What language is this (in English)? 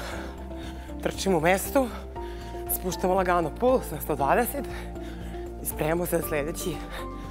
Serbian